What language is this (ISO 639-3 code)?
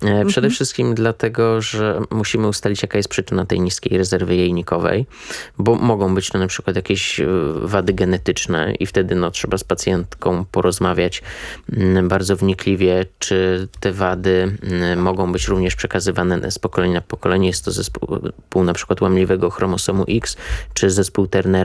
pol